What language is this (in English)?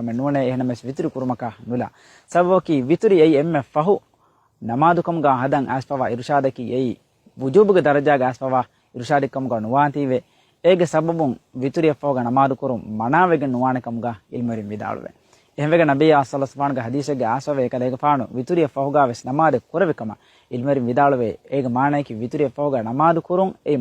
Divehi